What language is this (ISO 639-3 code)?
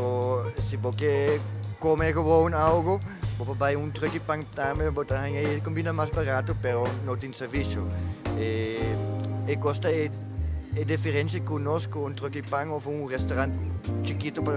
pap